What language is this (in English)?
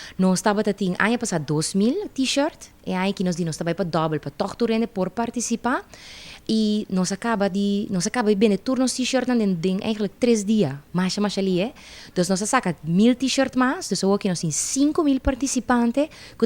Papiamento